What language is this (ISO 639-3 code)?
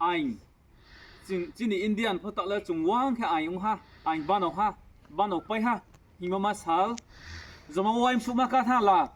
ria